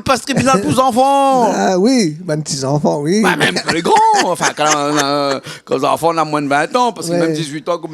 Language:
Réunion Creole French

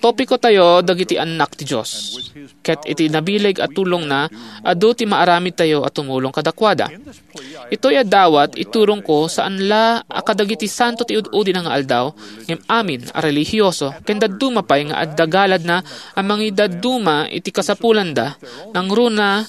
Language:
Iloko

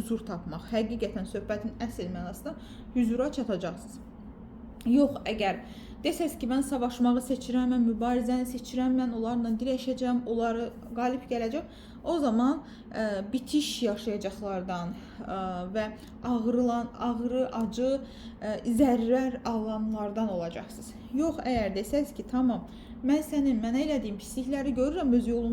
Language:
Azerbaijani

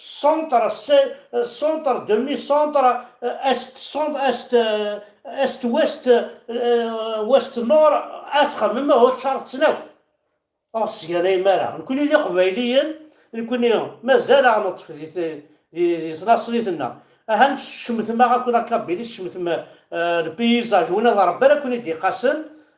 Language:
Kabyle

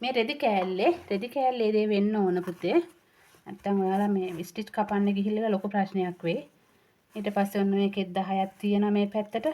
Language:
Sinhala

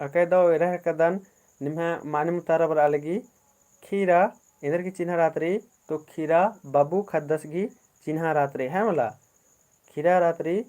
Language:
Kurukh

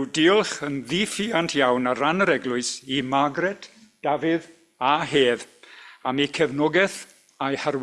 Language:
Welsh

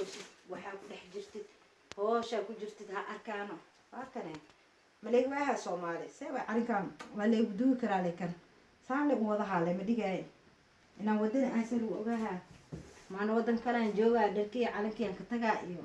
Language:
Somali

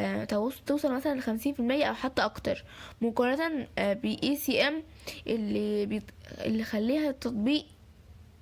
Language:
Egyptian Arabic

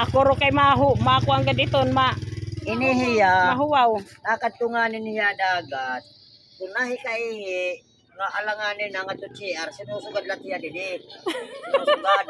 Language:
Waray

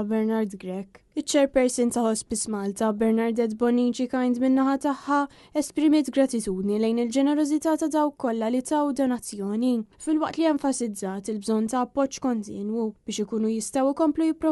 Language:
Maltese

